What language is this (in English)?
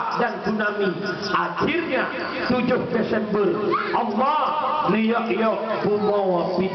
Achinese